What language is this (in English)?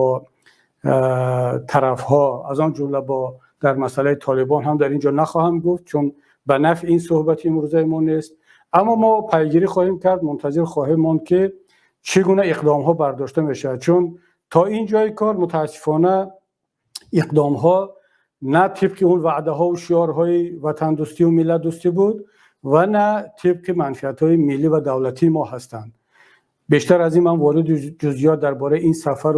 Tajik